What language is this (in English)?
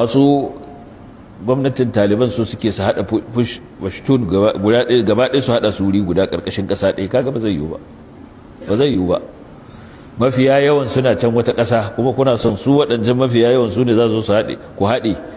Hausa